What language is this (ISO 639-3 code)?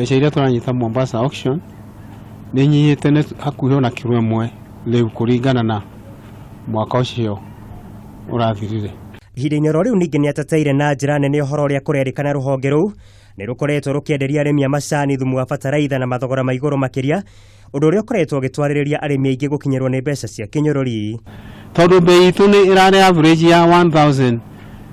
kik